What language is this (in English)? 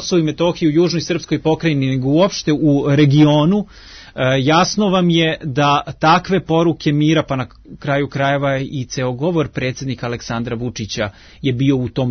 Serbian